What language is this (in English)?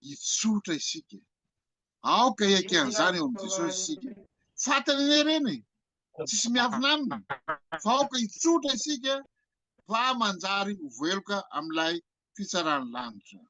Malagasy